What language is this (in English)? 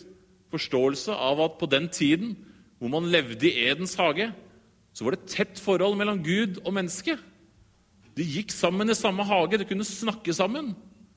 Norwegian